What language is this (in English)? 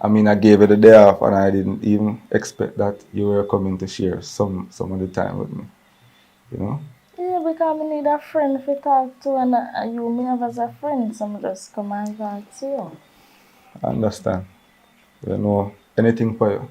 Jamaican Creole English